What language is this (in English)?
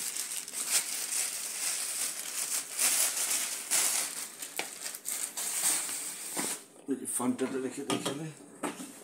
Bangla